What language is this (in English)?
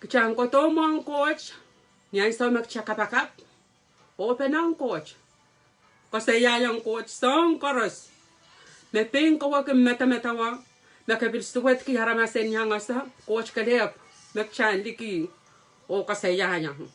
Pohnpeian